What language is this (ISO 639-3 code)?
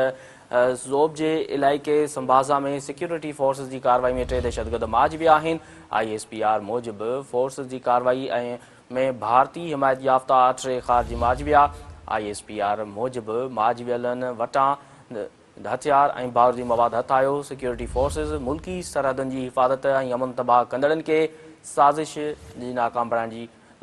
snd